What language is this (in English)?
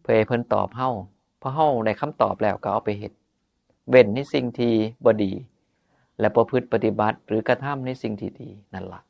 Northeastern Thai